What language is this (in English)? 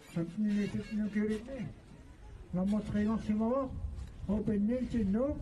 Kalaallisut